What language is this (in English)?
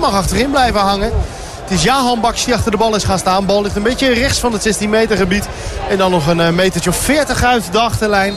Dutch